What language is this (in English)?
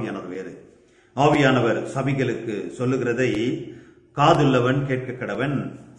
Tamil